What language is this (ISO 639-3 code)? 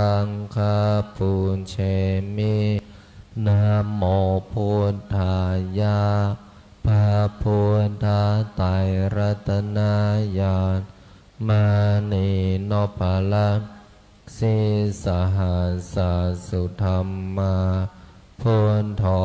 pli